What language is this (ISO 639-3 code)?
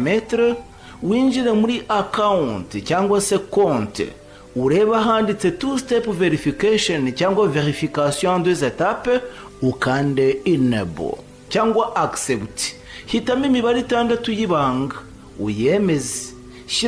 kin